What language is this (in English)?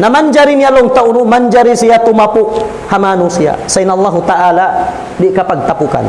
Tausug